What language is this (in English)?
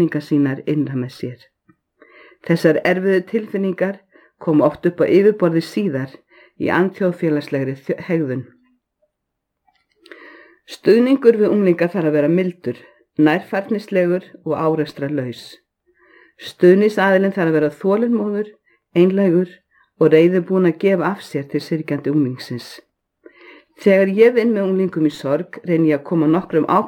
Icelandic